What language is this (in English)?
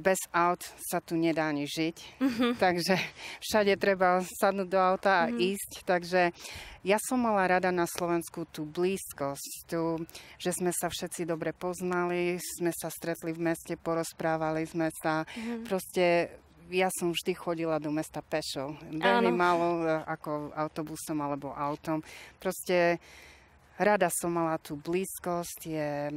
Slovak